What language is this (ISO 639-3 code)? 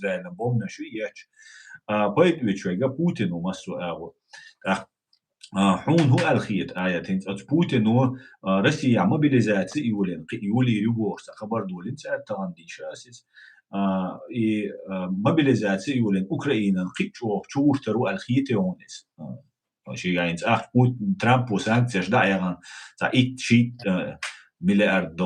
che